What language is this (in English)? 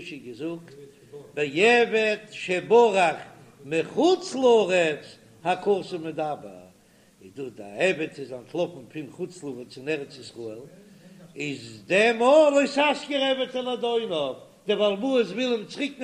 Yiddish